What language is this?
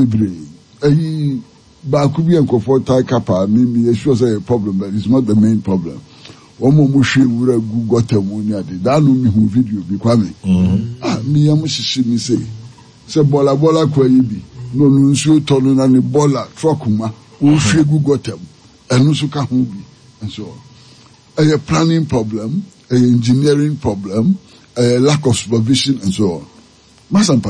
Akan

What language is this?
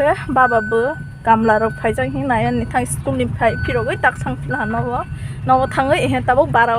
Kok Borok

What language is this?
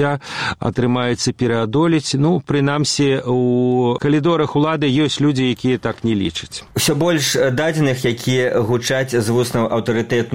Belarusian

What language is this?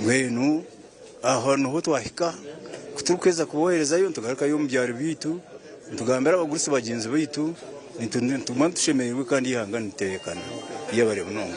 Nyankole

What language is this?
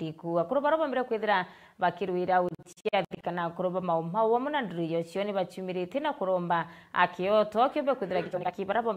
Meru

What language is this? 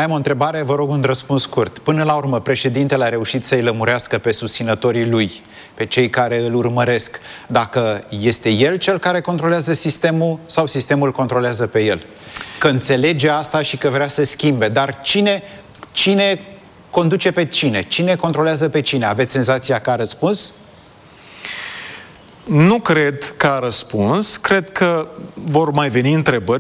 Romanian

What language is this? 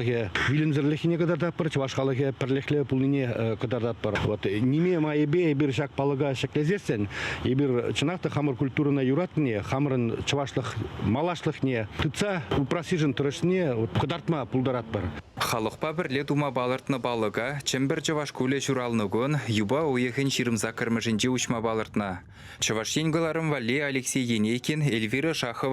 Chuvash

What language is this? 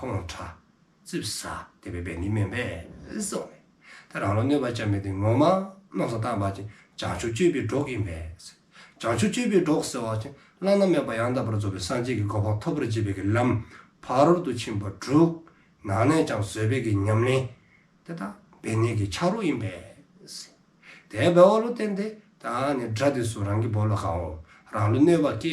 Dzongkha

